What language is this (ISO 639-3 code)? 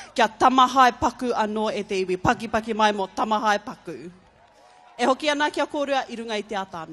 mri